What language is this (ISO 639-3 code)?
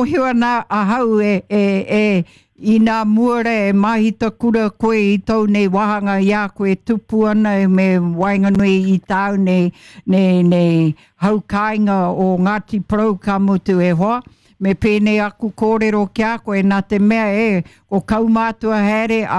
mri